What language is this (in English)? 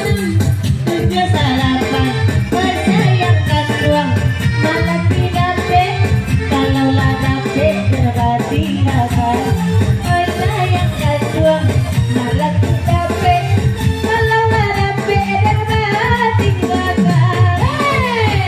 Minangkabau